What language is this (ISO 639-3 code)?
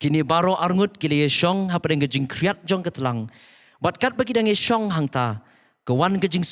kha